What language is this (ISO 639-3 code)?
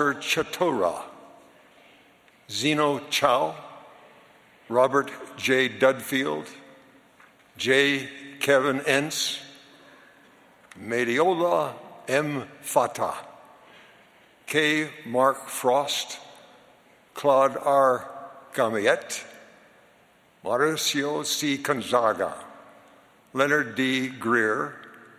isl